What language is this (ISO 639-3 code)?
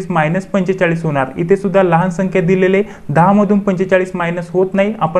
mar